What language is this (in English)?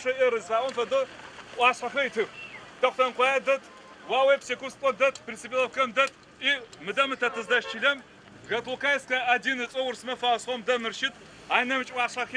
Adyghe